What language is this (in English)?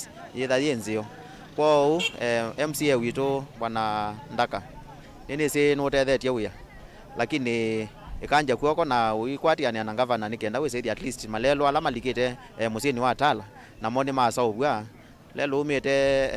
Kamba